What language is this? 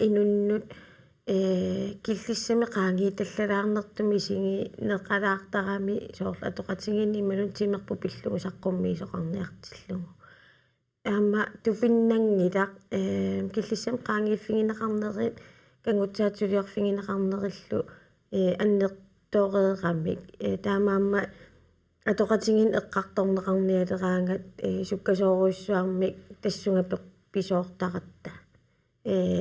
Kalaallisut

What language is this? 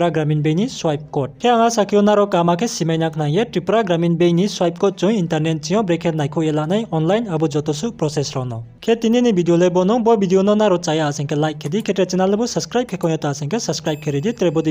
Riang (India)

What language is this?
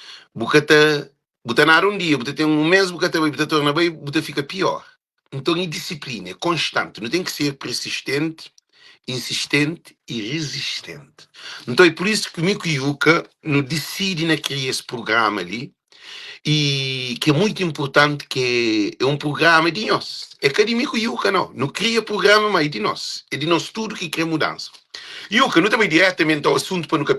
Kabuverdianu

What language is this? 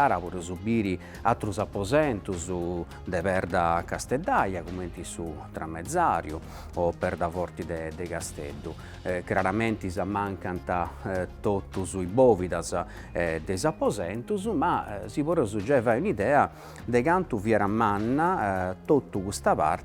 Sardinian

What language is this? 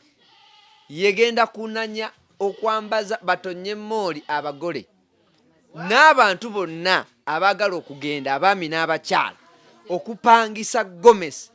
Ganda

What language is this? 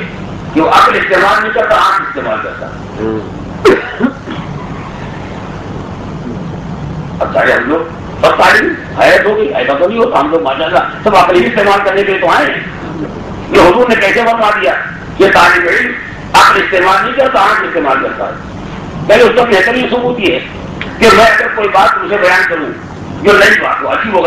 Urdu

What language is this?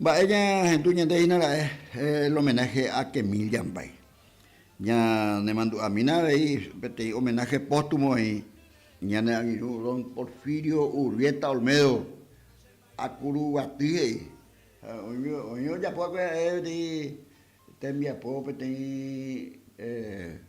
Guarani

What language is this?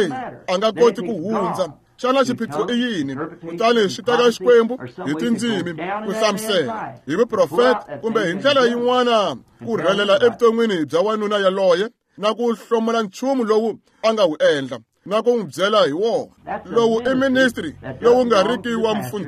Tsonga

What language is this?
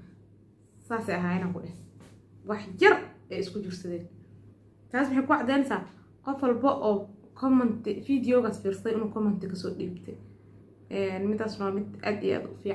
Somali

